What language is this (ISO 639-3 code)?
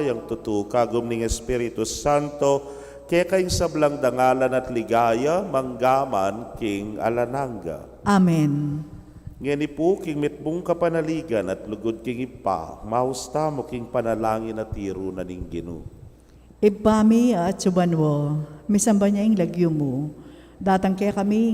pam